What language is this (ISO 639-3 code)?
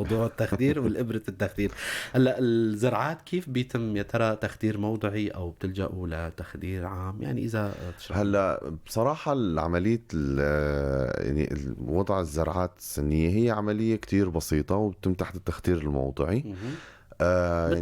apc